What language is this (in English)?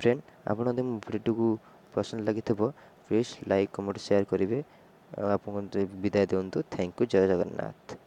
Odia